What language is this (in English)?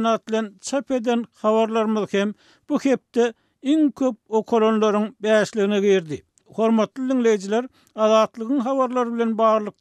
Turkmen